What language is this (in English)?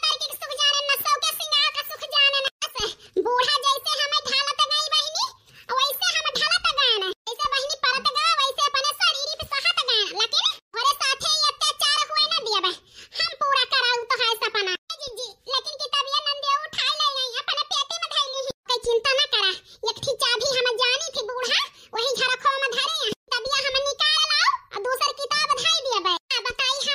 Awadhi